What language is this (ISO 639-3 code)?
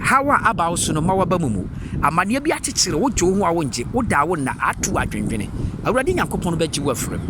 aka